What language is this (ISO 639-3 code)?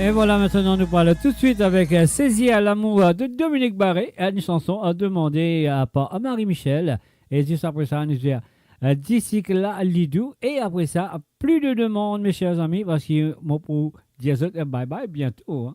mfe